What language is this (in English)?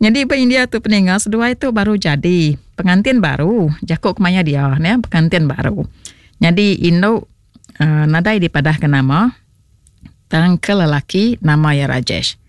Iban